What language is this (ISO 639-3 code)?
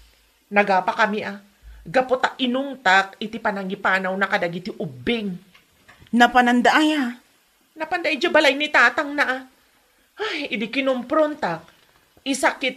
ilo